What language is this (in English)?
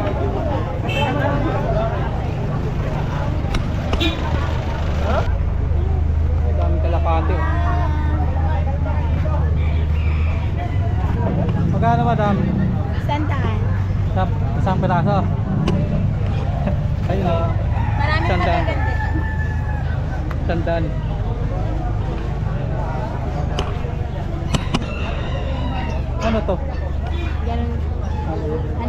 Filipino